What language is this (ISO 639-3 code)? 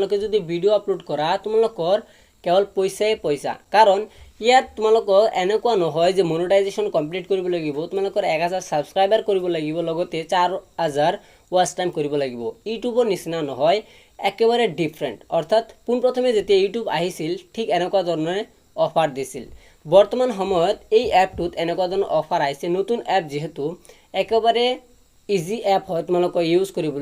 asm